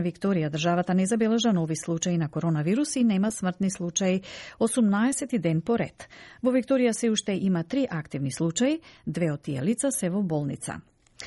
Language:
Macedonian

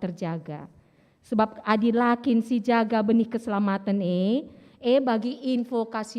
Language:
Batak Karo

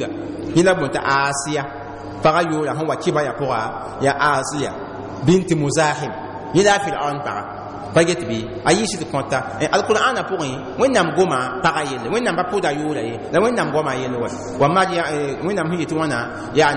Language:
Mossi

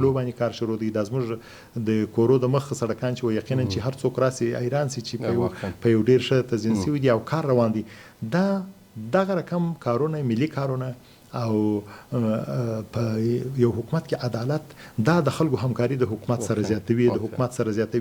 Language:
Pashto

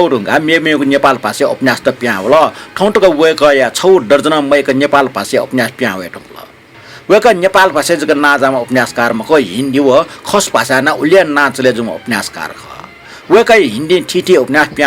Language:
Newari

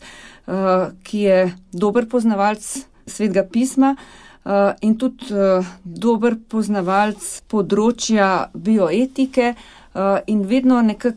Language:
Slovenian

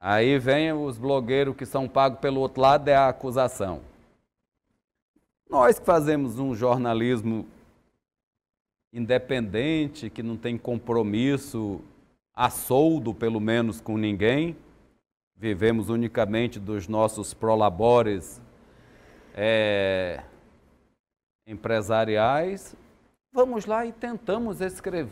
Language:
Portuguese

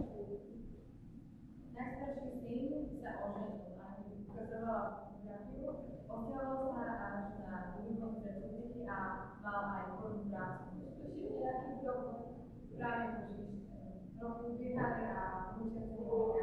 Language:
Slovak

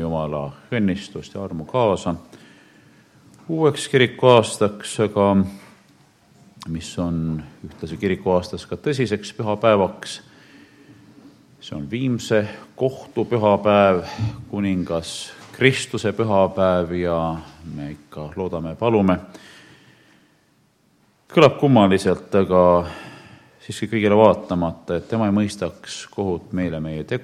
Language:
Estonian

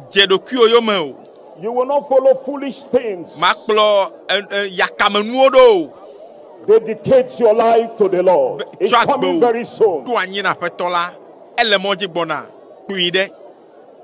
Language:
Ewe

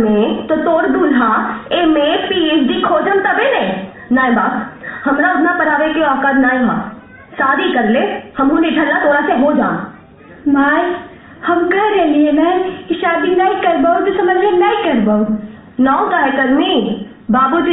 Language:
Magahi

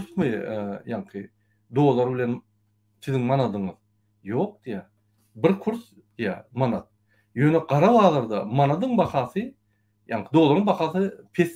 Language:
Turkmen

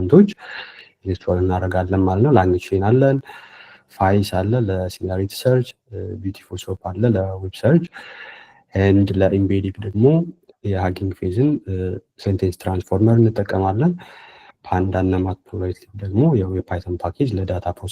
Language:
Amharic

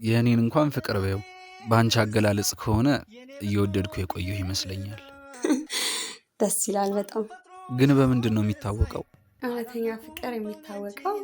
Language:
Amharic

